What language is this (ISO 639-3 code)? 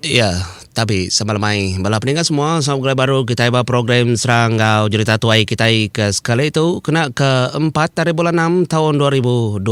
iba